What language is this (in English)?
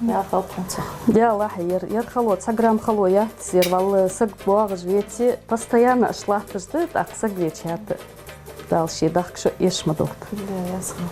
Ingush